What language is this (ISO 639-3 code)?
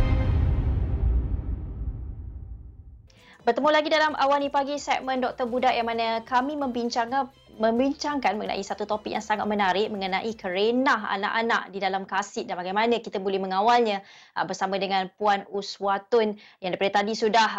msa